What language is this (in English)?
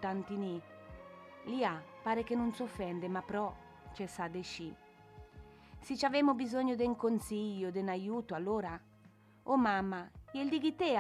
Italian